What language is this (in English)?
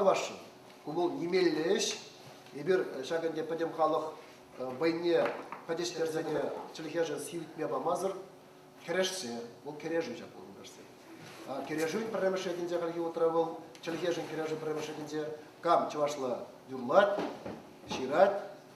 Chuvash